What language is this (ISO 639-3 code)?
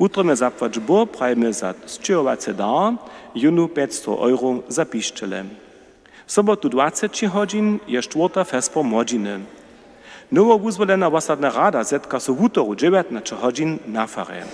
hsb